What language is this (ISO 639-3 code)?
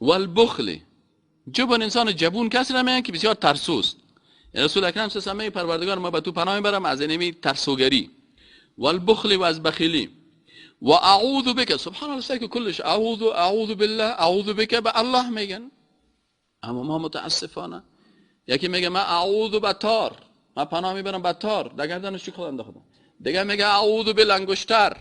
fas